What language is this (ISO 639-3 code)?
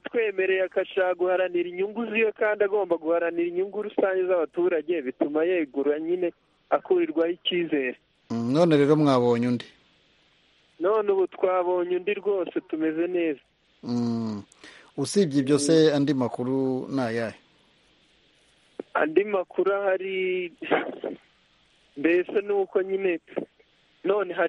kin